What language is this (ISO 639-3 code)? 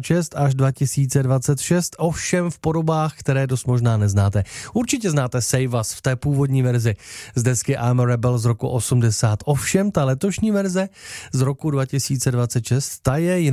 ces